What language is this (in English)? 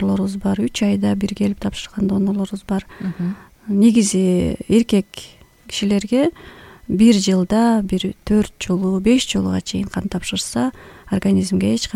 Kyrgyz